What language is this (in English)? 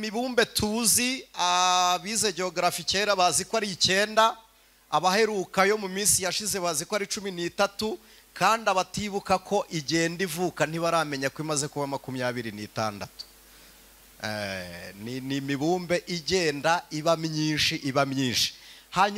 Kinyarwanda